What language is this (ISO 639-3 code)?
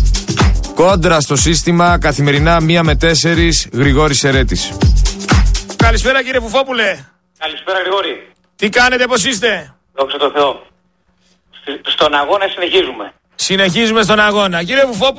ell